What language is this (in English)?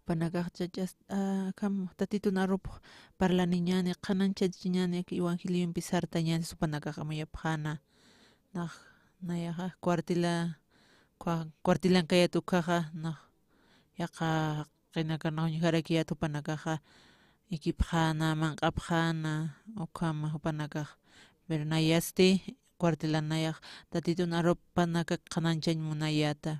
Aymara